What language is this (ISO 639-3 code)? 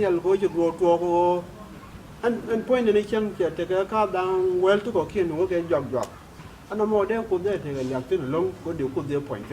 nus